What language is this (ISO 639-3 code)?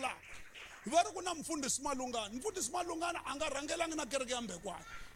tso